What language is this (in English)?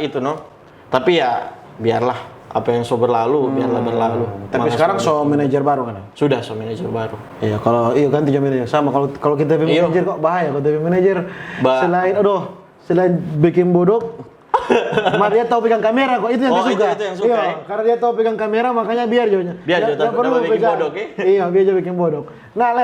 Manado Malay